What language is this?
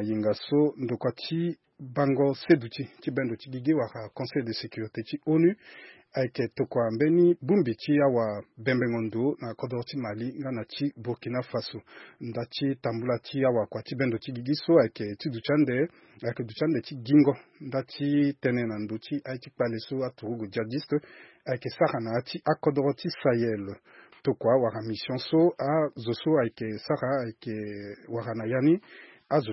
Sango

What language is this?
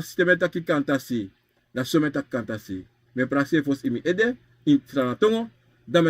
Sranan Tongo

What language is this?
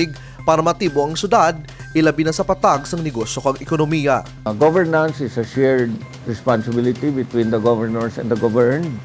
Hiligaynon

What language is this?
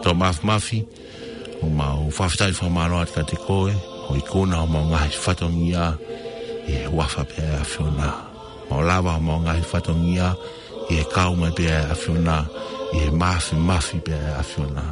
Tongan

